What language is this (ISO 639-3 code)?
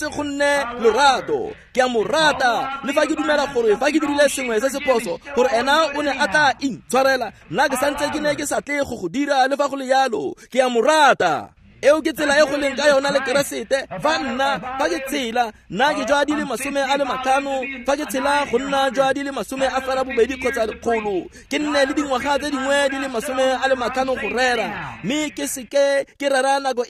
tsn